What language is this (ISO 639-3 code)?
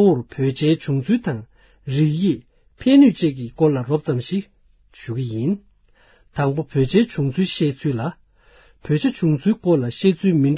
bod